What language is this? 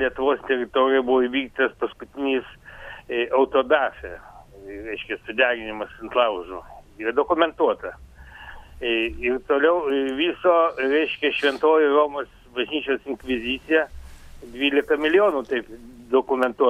Lithuanian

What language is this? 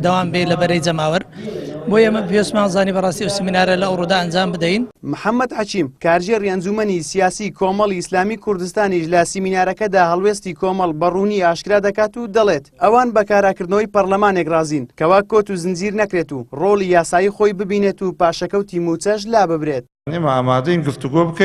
Central Kurdish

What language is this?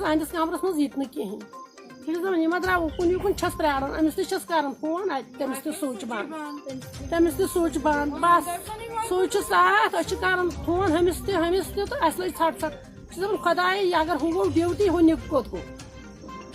Kashmiri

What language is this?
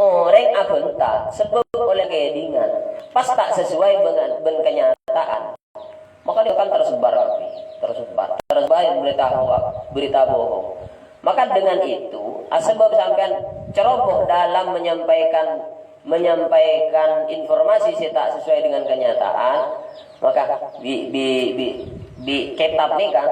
Madurese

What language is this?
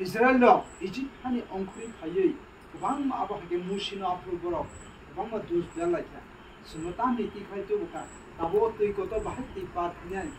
Kok Borok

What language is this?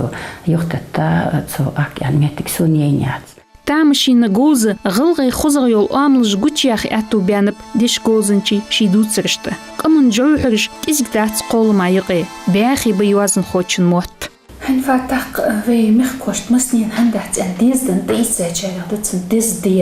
Ingush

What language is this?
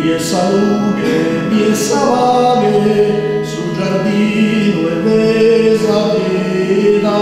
Sardinian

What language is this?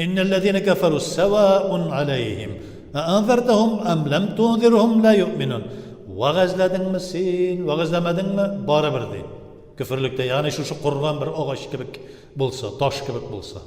Tatar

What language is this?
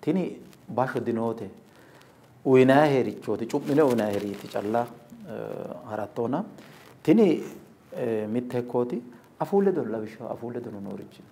Sidamo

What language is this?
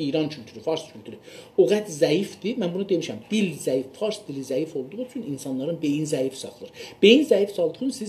South Azerbaijani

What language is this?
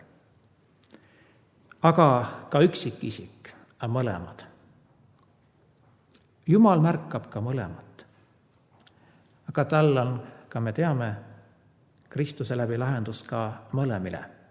Estonian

